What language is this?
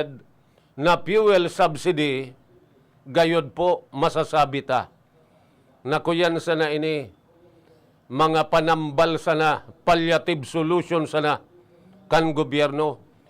Bikol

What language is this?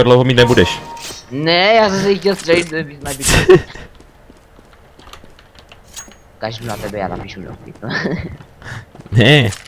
Czech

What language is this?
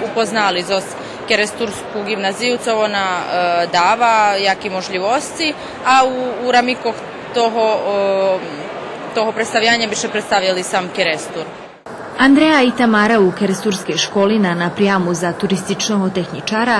Rusyn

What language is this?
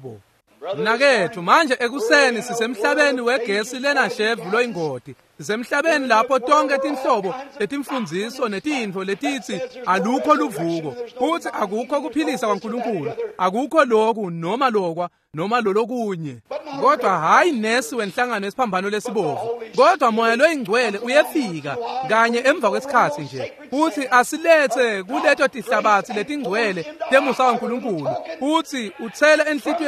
Swati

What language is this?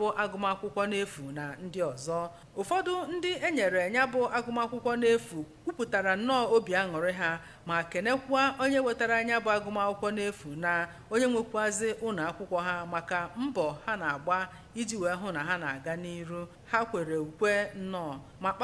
Igbo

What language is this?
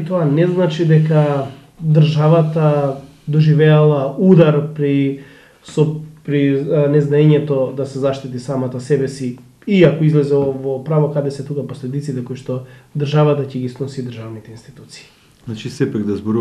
Macedonian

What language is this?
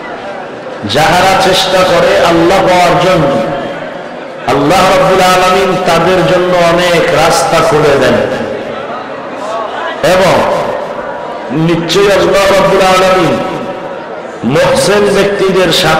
Bangla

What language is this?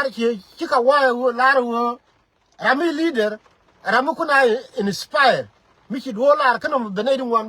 Nuer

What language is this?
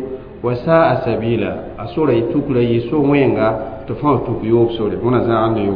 Mossi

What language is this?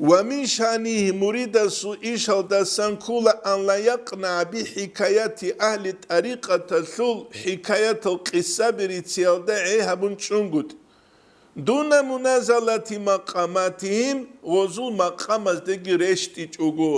Avaric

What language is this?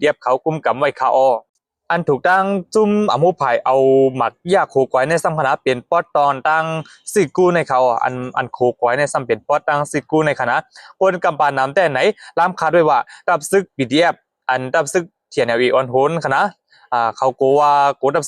Shan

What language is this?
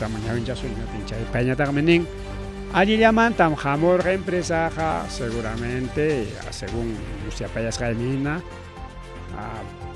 Ayacucho Quechua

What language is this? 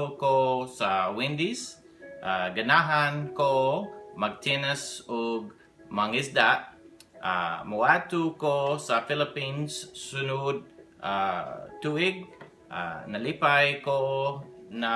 Cebuano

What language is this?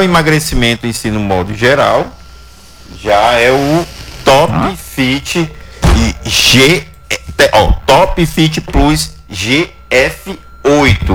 Portuguese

